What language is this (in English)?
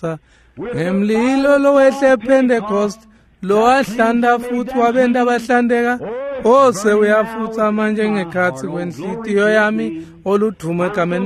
Swati